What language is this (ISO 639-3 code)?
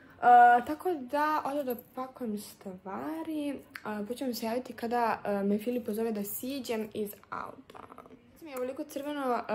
srp